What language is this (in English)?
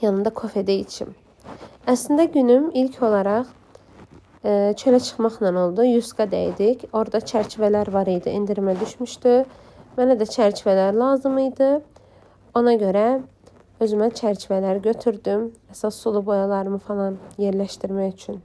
Azerbaijani